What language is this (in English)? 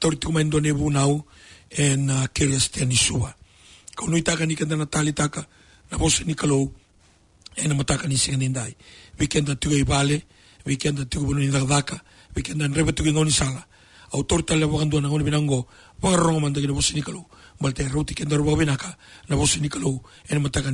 Fijian